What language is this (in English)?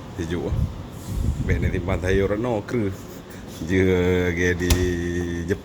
Achinese